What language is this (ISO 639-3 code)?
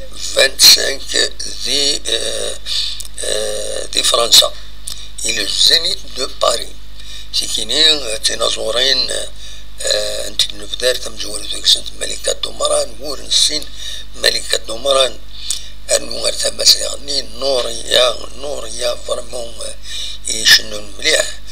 kab